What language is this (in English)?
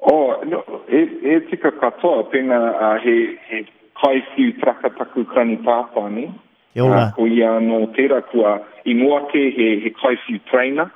Māori